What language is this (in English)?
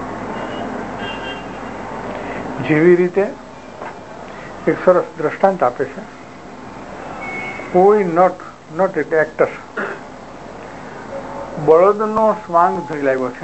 Gujarati